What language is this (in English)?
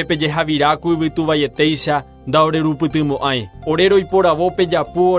Guarani